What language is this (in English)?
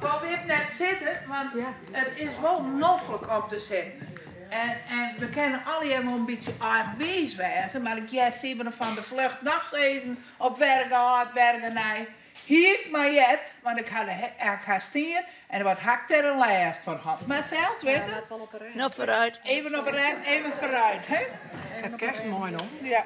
Western Frisian